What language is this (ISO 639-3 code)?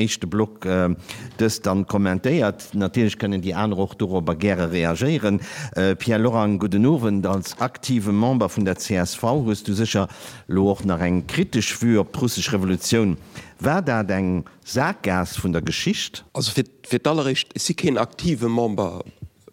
ltz